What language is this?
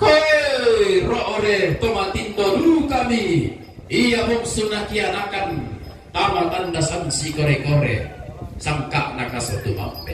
Toraja-Sa'dan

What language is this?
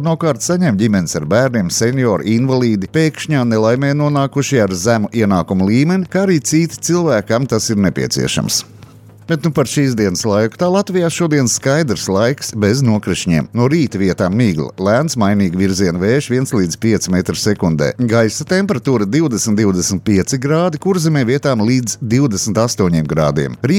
Latvian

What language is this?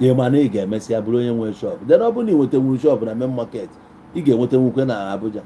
Igbo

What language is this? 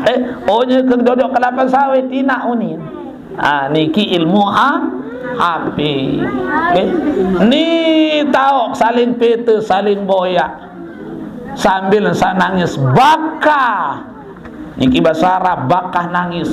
Sasak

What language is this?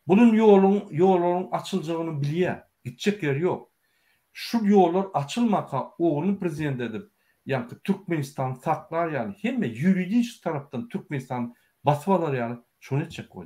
Turkmen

